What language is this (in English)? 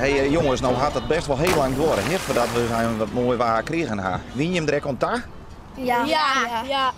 Western Frisian